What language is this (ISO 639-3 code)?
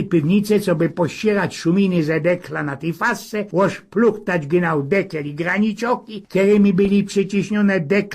szl